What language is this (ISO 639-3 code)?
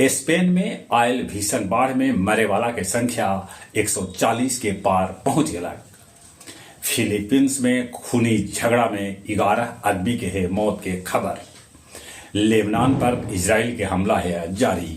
mag